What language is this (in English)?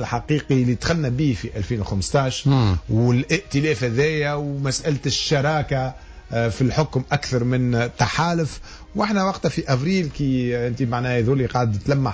Tunisian Arabic